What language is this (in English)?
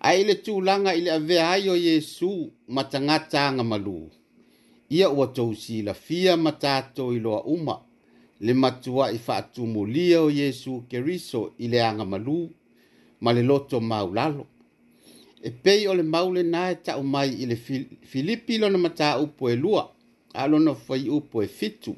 Samoan